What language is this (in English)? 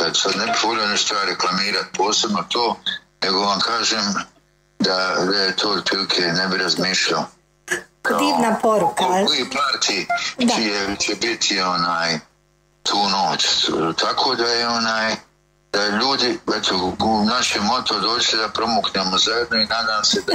Croatian